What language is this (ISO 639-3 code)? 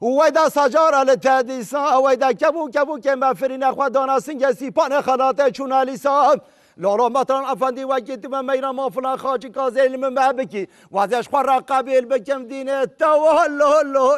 kur